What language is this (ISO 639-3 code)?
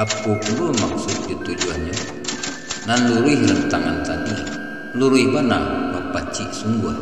min